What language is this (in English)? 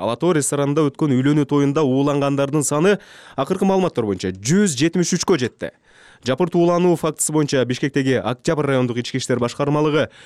Kyrgyz